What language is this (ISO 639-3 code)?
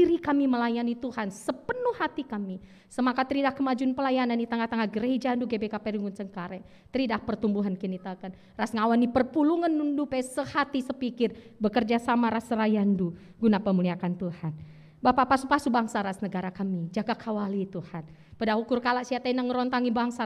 btx